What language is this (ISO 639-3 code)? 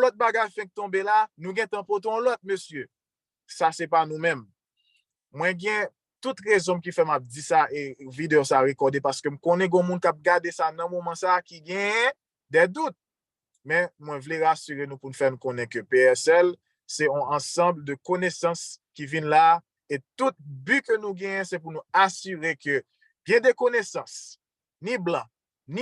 hat